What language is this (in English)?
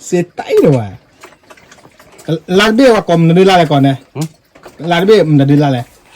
S'gaw Karen